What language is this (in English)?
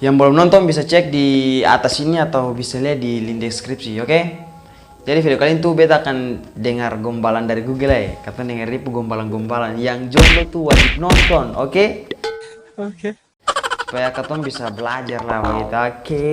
Ambonese Malay